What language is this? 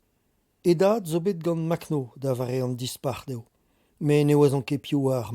Breton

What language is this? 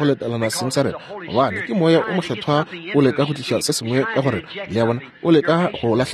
Northern Sotho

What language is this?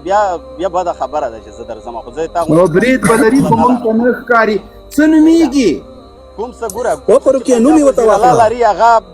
Pashto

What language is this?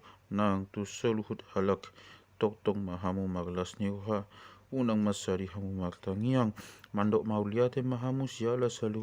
Batak Toba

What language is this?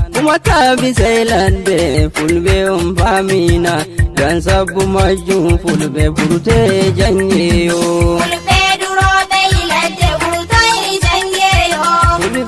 Nigerian Fulfulde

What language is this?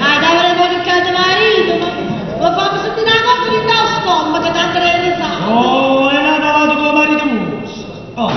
Neapolitan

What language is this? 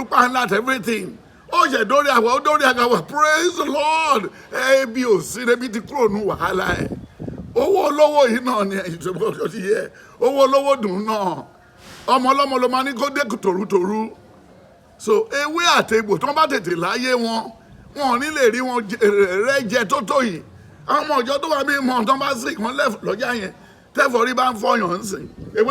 Yoruba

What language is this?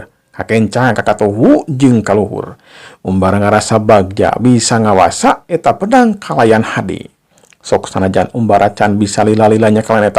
Sundanese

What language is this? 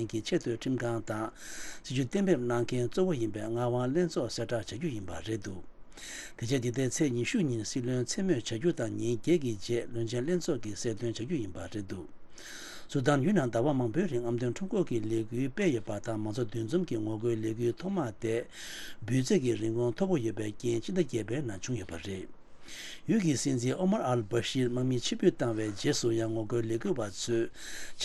Tibetan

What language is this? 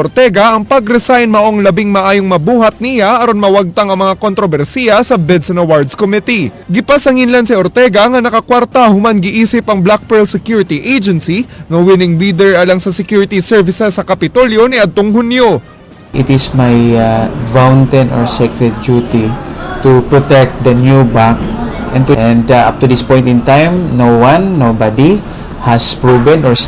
Cebuano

